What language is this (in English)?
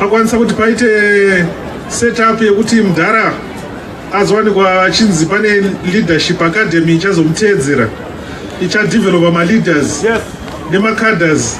Shona